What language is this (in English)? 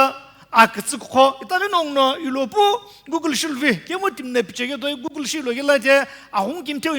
Sumi Naga